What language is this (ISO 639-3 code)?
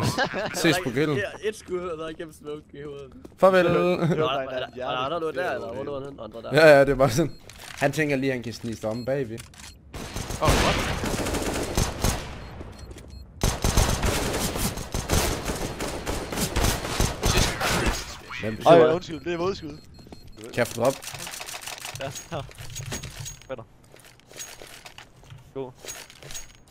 dan